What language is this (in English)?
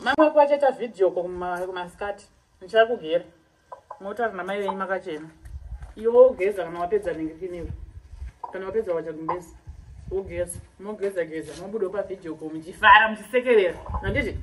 Shona